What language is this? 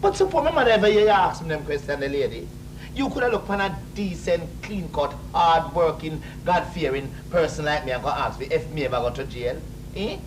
Jamaican Creole English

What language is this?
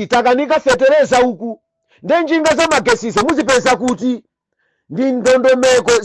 Nyanja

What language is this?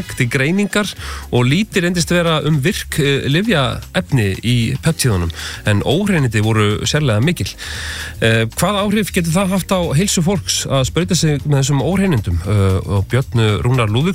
Icelandic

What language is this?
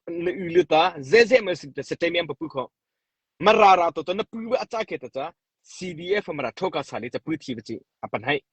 Mara Chin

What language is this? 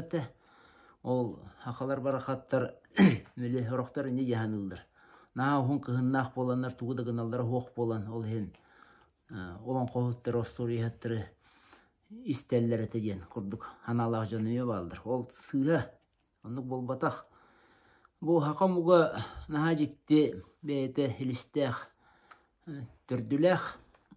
Yakut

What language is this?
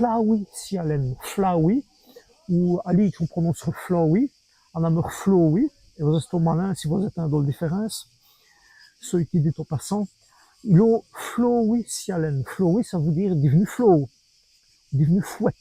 Walloon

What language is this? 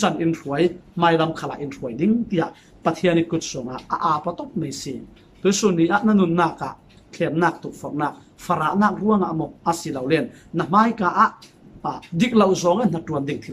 Falam Chin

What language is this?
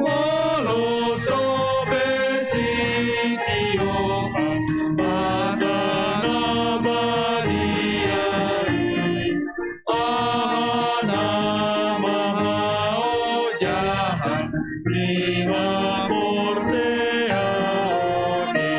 Batak Toba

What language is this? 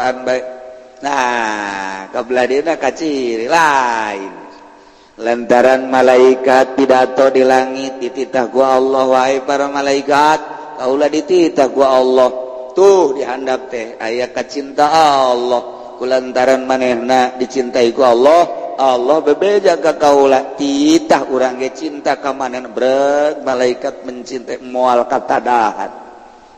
Sundanese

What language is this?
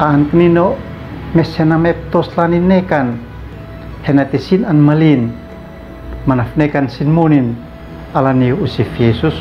Uab Meto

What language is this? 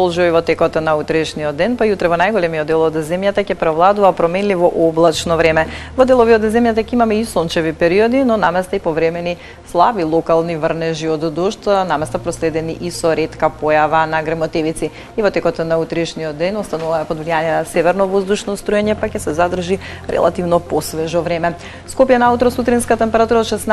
Macedonian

